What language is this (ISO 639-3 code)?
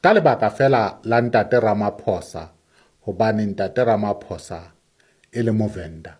sot